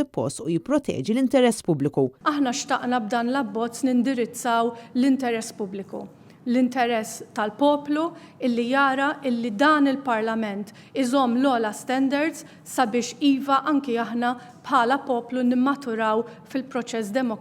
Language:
Maltese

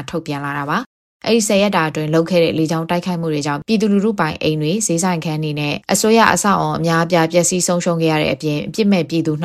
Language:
Burmese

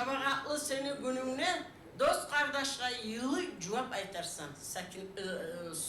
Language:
Kumyk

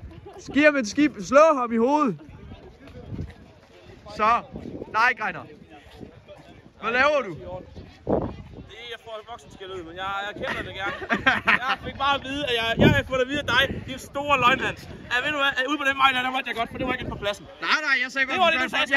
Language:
Danish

